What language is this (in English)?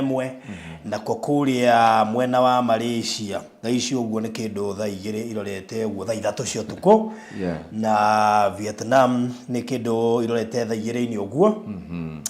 Kikuyu